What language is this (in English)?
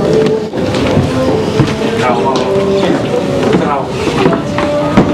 Italian